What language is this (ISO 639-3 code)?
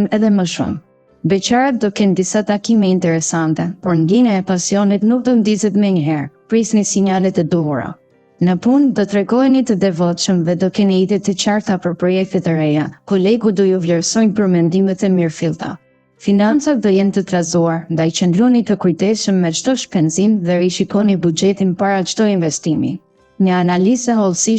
sqi